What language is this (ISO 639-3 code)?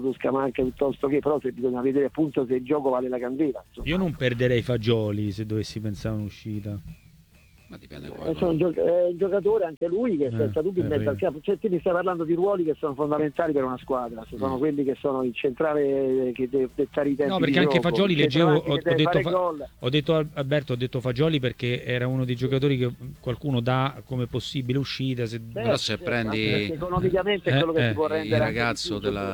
ita